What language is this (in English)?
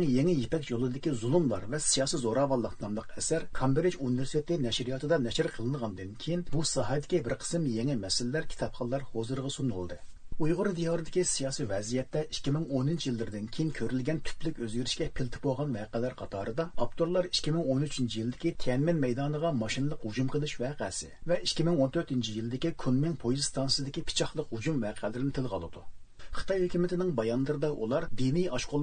Uyghur